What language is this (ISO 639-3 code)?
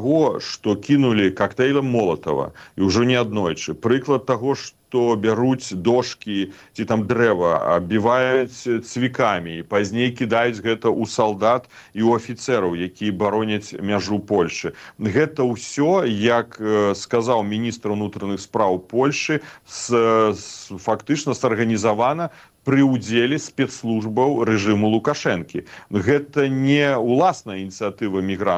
bel